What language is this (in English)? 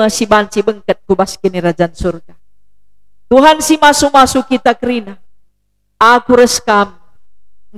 Batak Karo